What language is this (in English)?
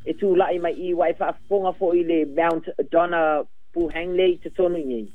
Samoan